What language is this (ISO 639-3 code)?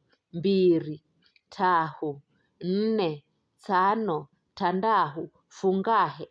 nyf